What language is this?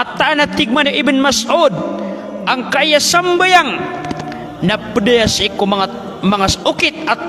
Maranao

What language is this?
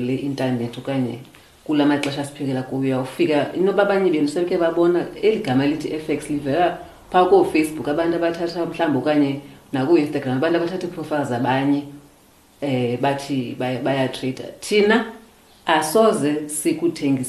Xhosa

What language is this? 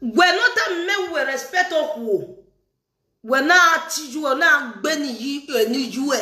Nigerian Pidgin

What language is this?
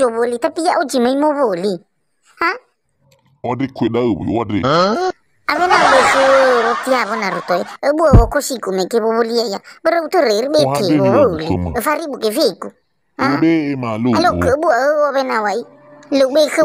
Nias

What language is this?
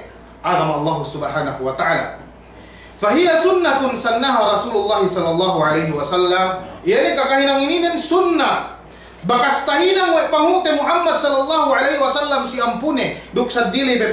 Yakan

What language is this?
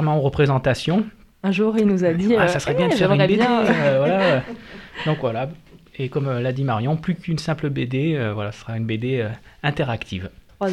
French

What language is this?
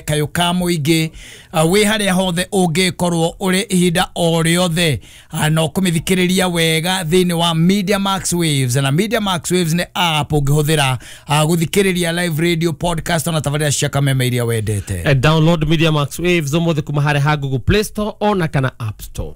Kikuyu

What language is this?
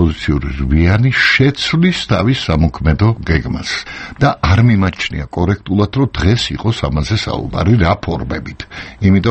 Georgian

